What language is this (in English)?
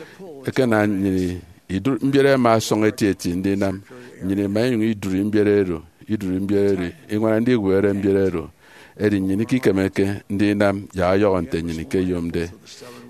Efik